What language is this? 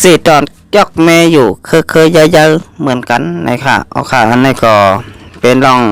Shan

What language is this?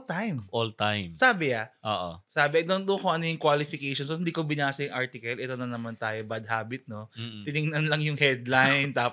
Filipino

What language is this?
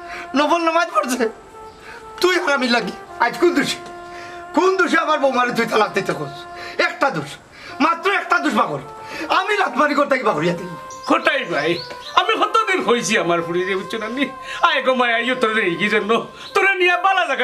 Sylheti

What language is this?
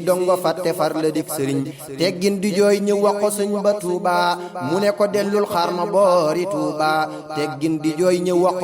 Wolof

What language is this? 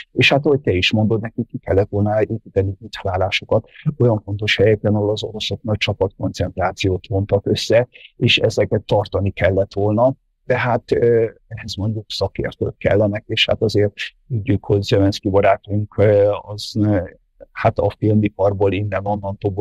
Hungarian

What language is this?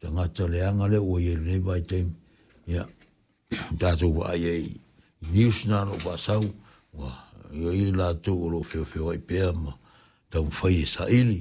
Samoan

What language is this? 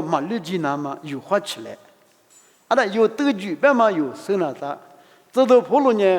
Lisu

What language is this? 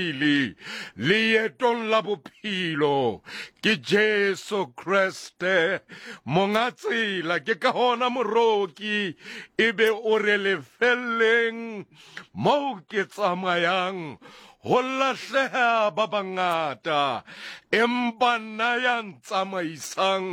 Southern Sotho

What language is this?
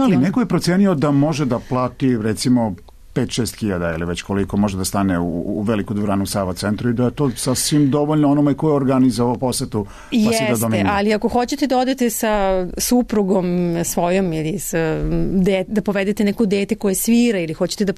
Serbian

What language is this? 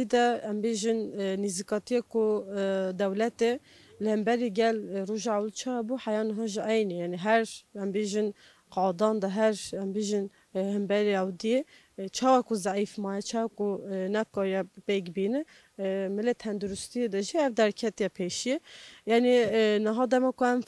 Kurdish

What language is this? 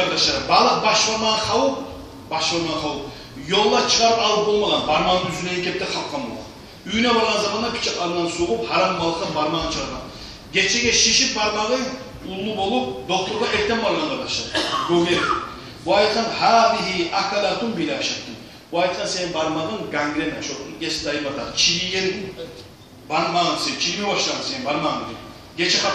Kumyk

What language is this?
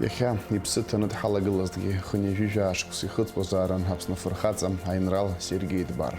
Abkhazian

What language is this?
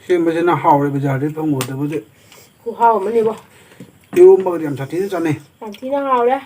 Manipuri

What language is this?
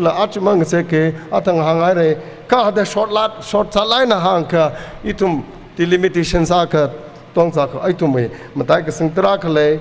Tangkhul Naga (India)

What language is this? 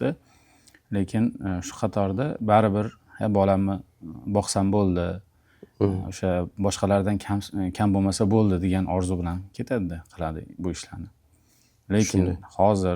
Uzbek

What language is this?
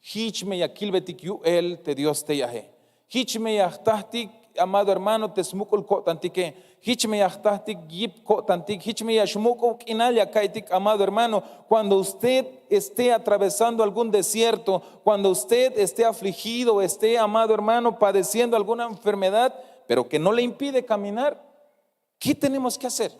Tzeltal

